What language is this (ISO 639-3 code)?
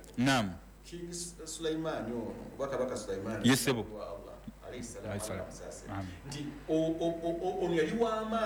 lug